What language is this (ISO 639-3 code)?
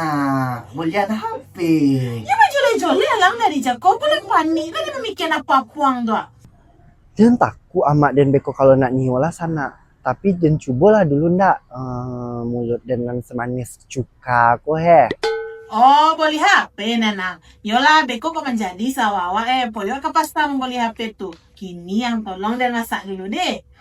min